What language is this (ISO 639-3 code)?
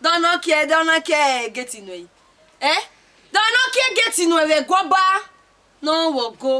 bin